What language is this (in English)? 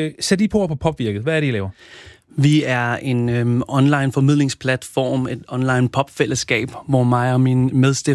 Danish